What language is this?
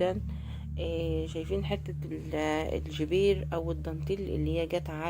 Egyptian Arabic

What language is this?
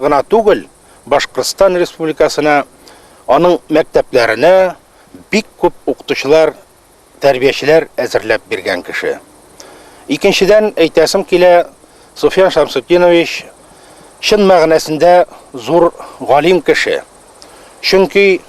Bashkir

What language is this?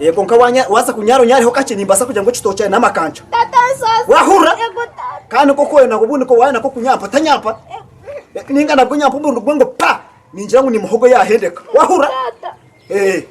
Nyankole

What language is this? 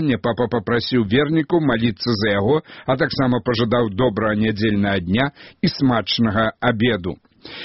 Belarusian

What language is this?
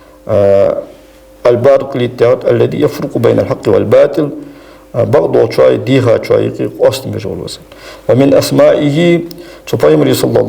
Ingush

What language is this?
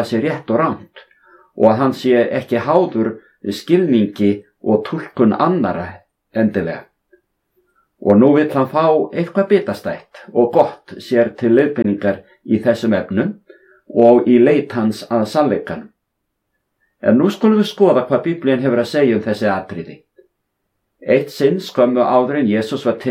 Icelandic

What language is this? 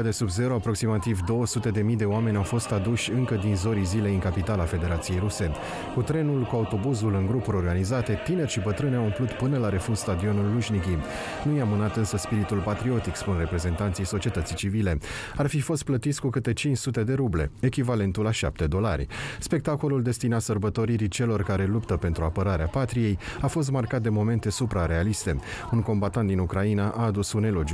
Romanian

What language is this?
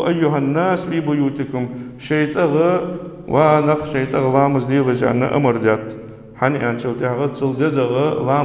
Ingush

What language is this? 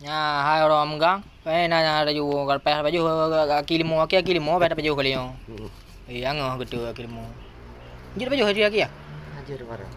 Achinese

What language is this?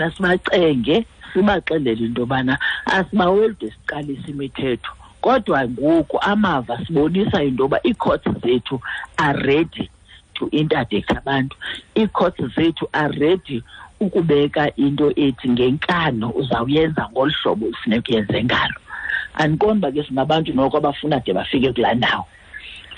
Xhosa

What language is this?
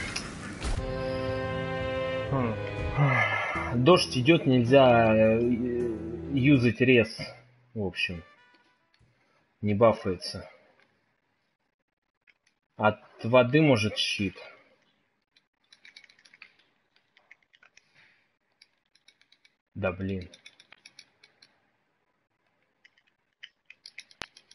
Russian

